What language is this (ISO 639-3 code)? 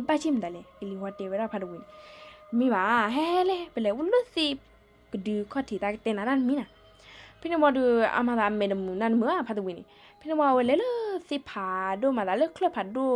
ksw